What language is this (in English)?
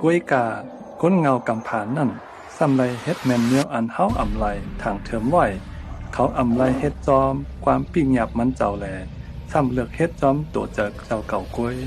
Shan